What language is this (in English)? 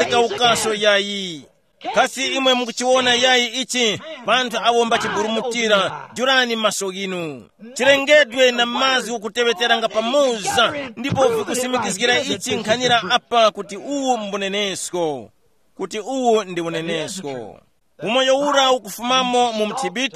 Tumbuka